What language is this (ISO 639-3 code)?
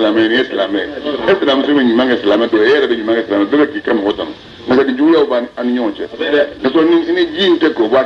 bam